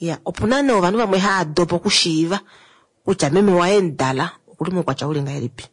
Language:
Kuanyama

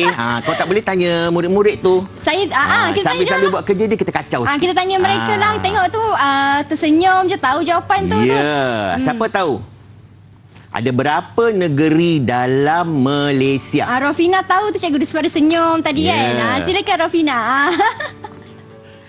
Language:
Malay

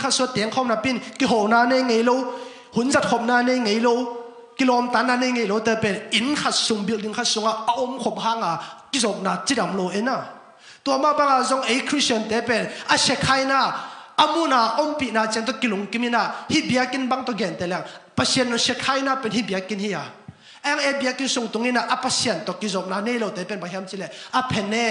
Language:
Tedim Chin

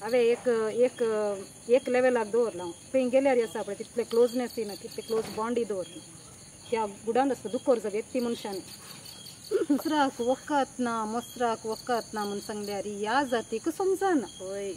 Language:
Konkani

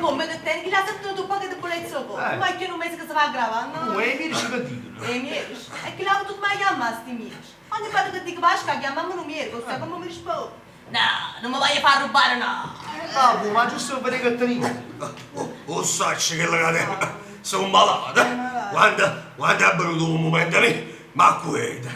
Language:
Neapolitan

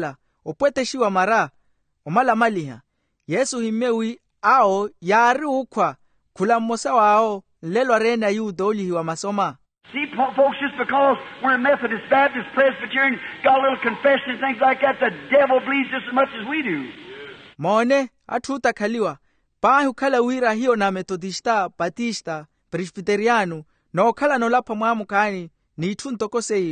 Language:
Makhuwa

